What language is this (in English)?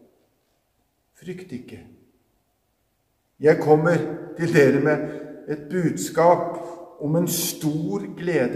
Norwegian